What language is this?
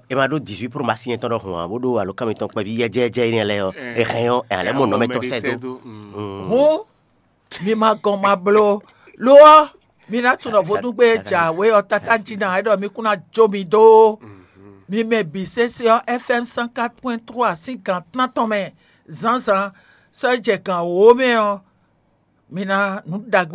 Fon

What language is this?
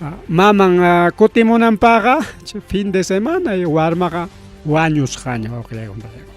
Ayacucho Quechua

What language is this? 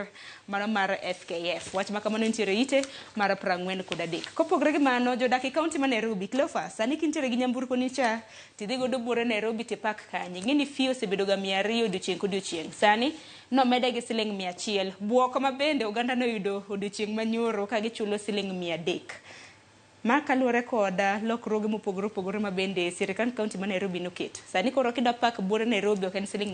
Luo (Kenya and Tanzania)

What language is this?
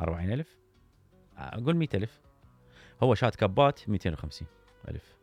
Mesopotamian Arabic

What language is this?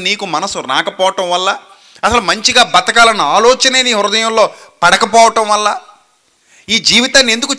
Telugu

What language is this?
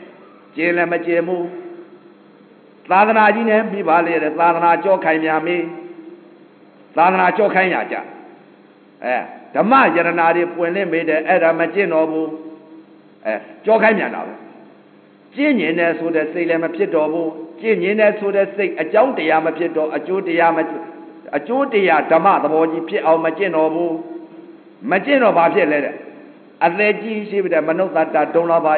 Burmese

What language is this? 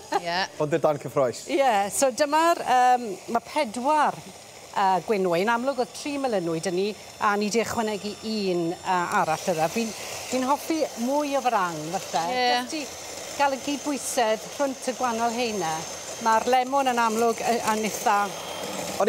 Welsh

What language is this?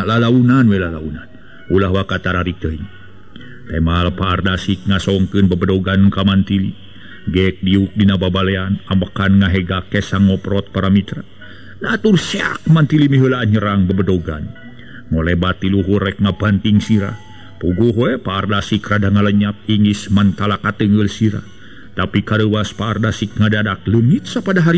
Sundanese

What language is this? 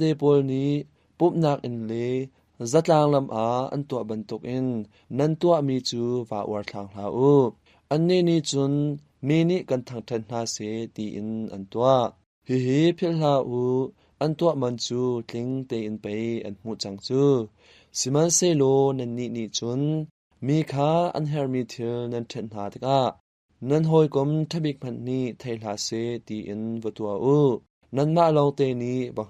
Hakha Chin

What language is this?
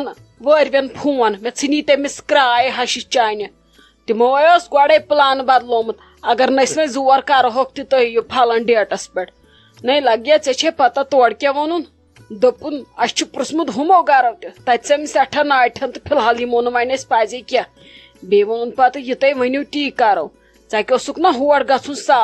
Kashmiri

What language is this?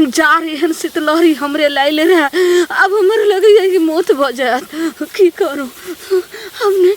Maithili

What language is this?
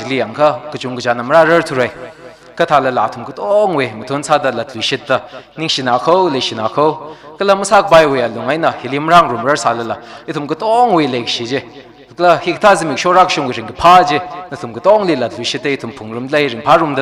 Tangkhul Naga (India)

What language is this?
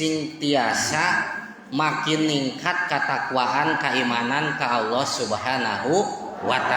Sundanese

